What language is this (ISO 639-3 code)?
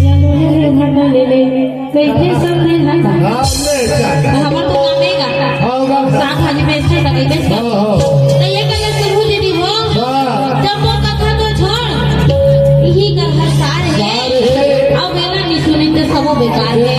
hne